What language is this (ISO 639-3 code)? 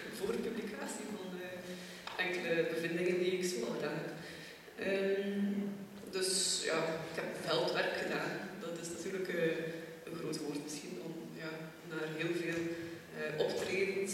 nld